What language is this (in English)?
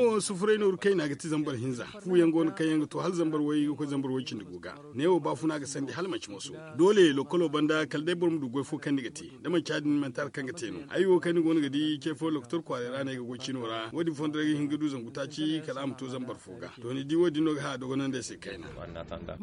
Zarma